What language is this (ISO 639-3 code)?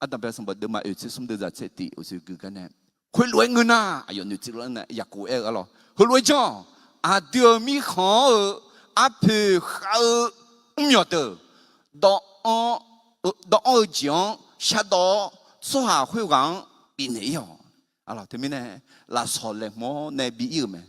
ahk